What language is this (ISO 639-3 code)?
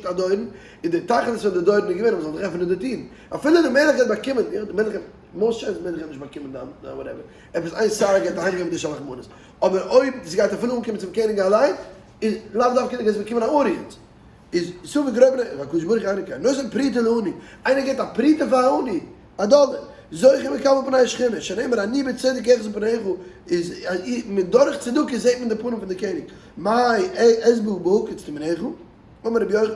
yid